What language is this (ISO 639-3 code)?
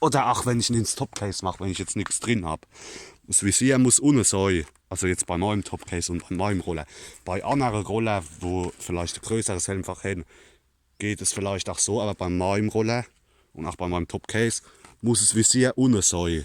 pfl